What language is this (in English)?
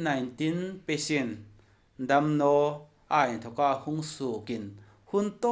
Hmar